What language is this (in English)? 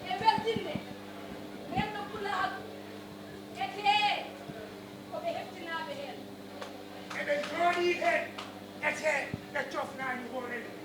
Fula